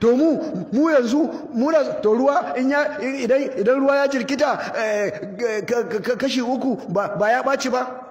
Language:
Hausa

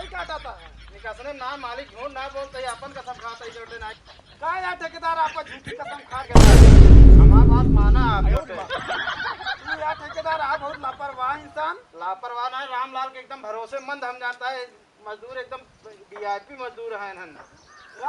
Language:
Awadhi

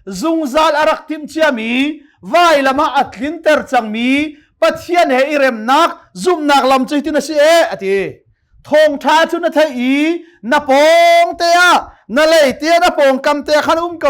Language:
Hakha Chin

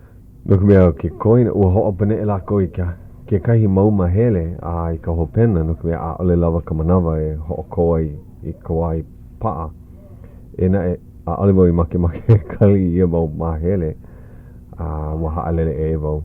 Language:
Hawaiian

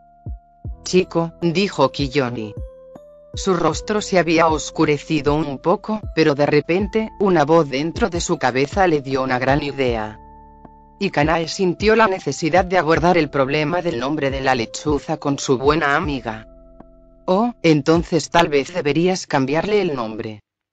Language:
Spanish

